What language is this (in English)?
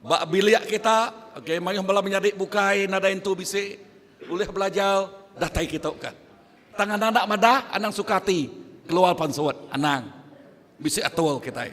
Iban